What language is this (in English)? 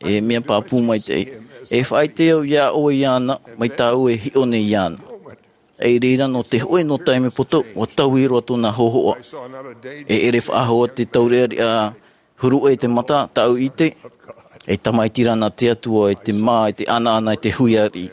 Tahitian